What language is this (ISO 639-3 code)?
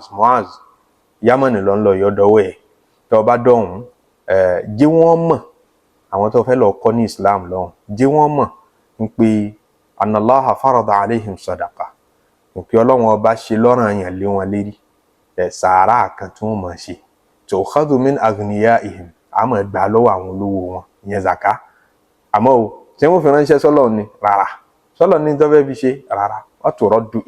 yor